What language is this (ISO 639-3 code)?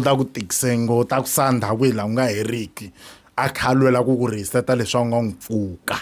tso